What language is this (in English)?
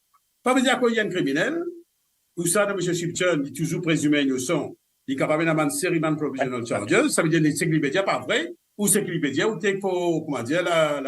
Morisyen